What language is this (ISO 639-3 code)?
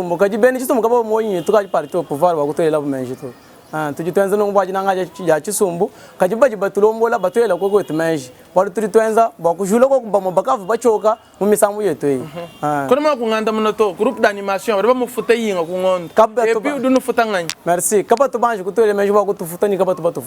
lua